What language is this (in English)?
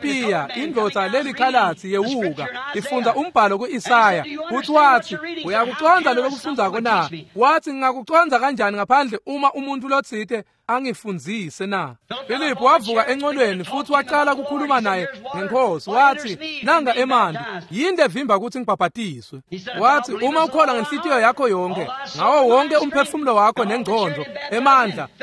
Swati